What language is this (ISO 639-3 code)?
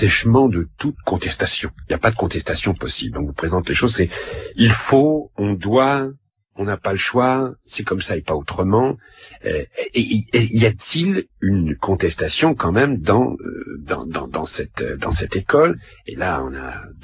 fra